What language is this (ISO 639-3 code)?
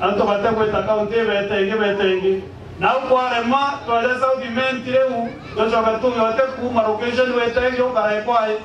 mer